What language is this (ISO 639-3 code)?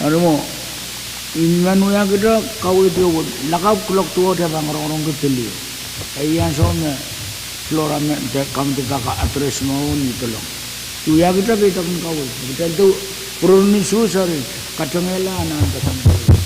pon